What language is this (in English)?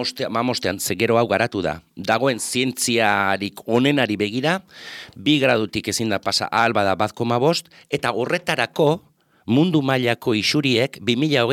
Basque